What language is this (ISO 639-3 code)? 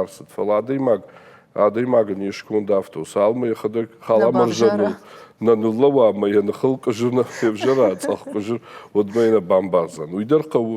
oss